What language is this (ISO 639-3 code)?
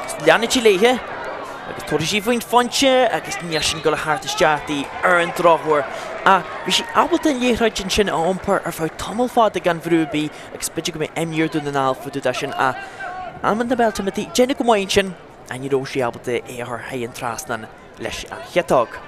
gle